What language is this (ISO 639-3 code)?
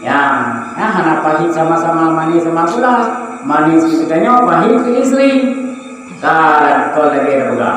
ace